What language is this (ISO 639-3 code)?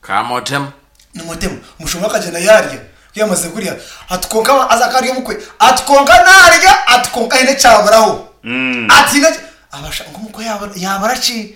nyn